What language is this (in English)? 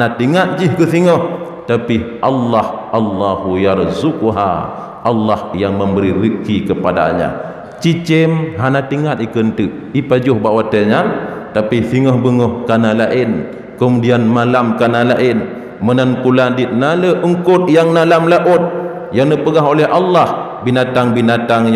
Achinese